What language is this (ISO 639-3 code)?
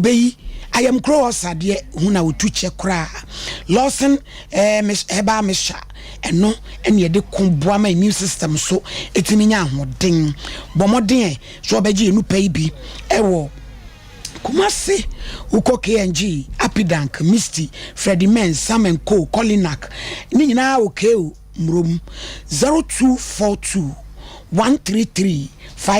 aka